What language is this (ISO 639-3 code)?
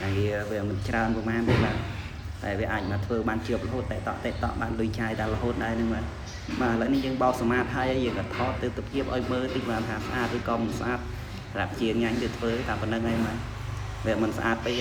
khm